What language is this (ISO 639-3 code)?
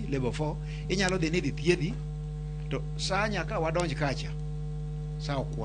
luo